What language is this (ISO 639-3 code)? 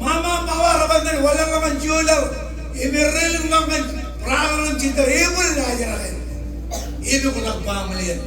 mah